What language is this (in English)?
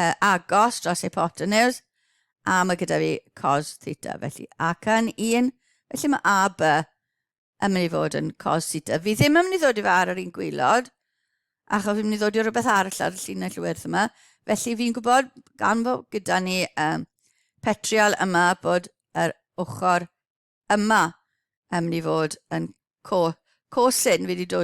Welsh